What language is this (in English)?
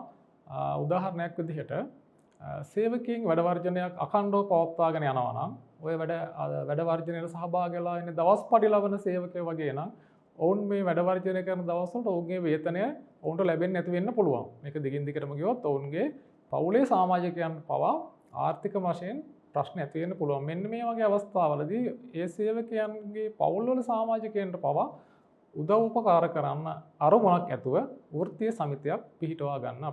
Sinhala